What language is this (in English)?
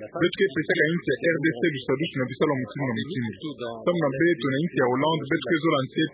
Kituba (Democratic Republic of Congo)